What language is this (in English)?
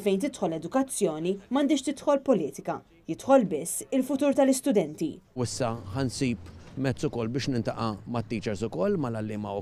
Maltese